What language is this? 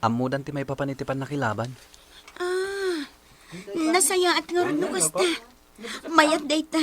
Iloko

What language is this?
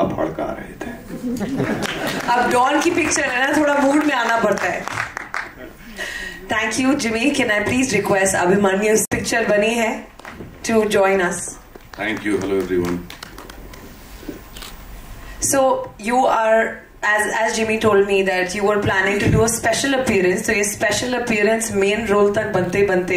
Hindi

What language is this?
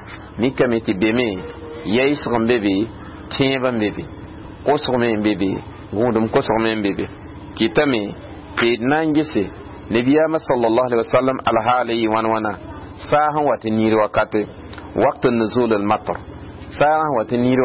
Mossi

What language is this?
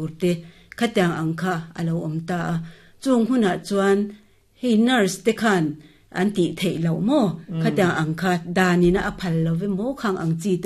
Mizo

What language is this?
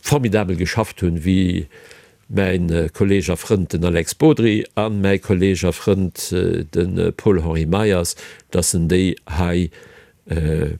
Luxembourgish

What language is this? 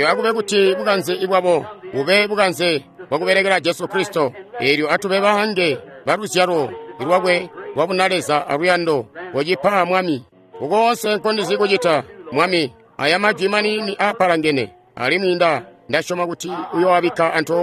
Tonga (Zambia)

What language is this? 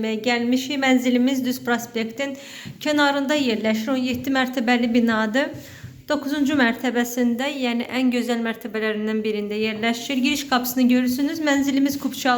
Azerbaijani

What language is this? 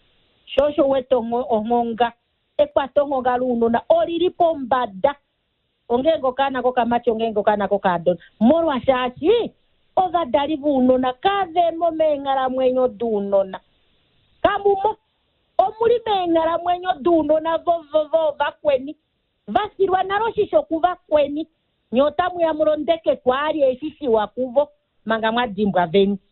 Kuanyama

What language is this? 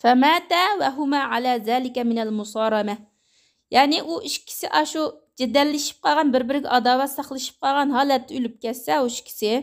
Uyghur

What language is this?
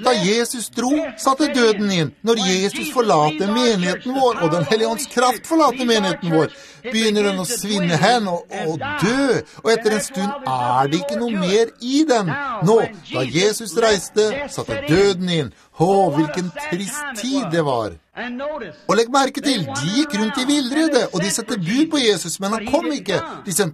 Norwegian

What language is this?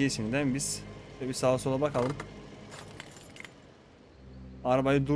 Turkish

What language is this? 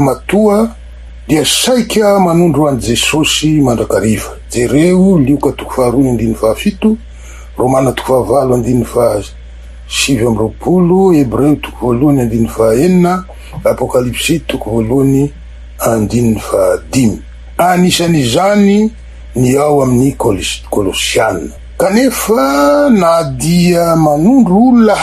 Malagasy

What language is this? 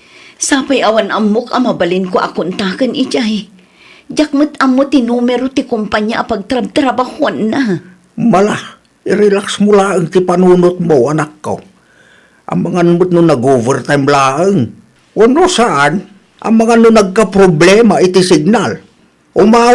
Iloko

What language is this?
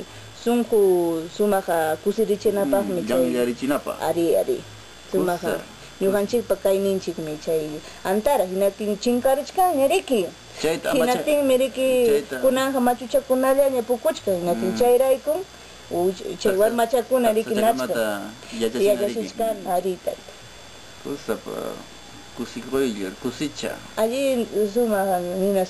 Ayacucho Quechua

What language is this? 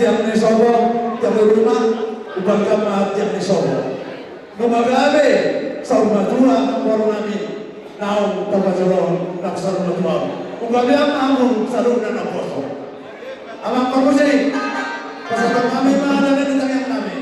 Batak Toba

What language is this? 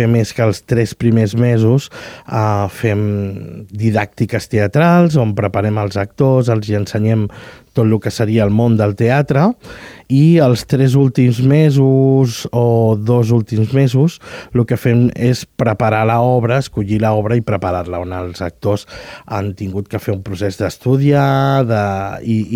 Catalan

